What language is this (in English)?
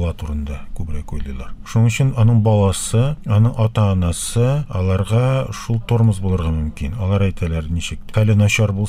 Tatar